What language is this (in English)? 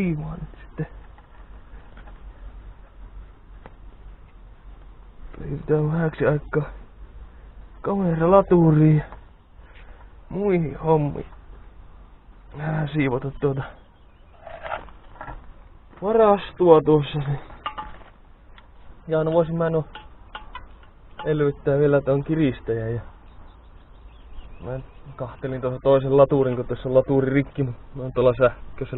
Finnish